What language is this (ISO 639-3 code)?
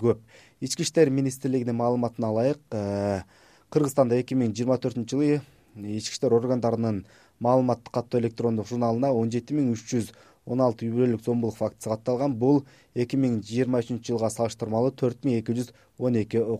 kir